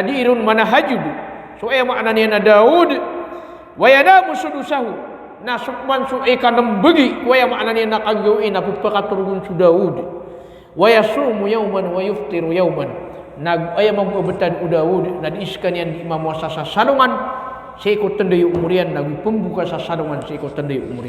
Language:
Maranao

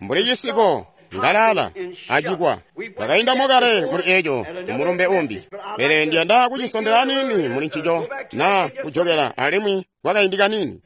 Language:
Tonga (Zambia)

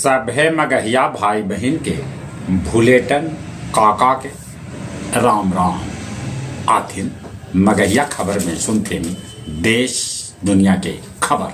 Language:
Magahi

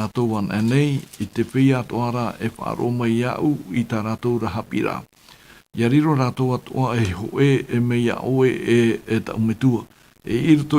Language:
Tahitian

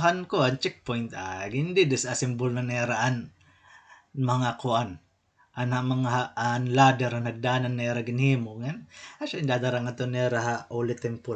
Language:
Waray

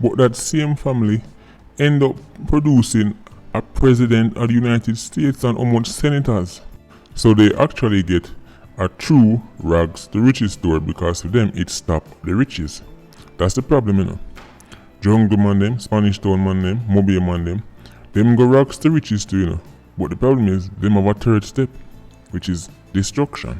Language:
Jamaican Creole English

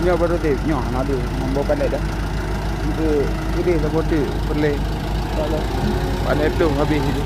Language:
Achinese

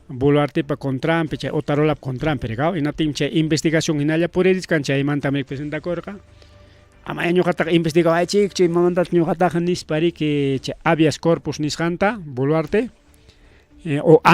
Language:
Ayacucho Quechua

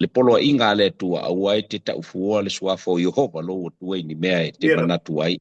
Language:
Samoan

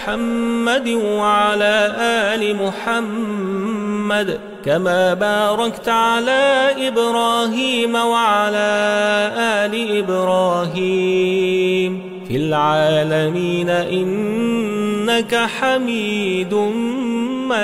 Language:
Arabic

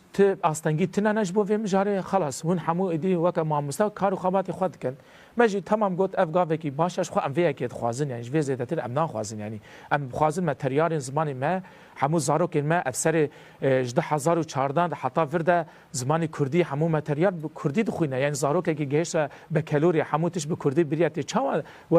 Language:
Kurdish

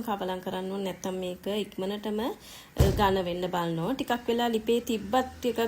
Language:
Sinhala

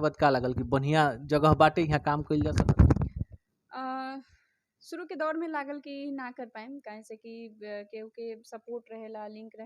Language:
Bhojpuri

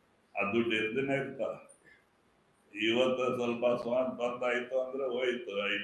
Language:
Kannada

